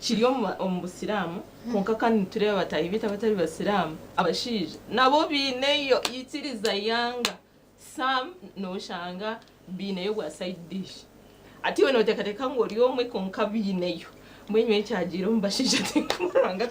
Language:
Nyankole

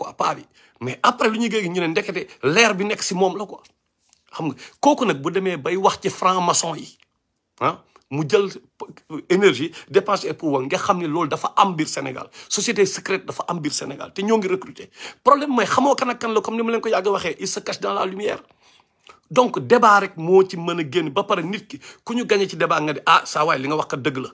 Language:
Wolof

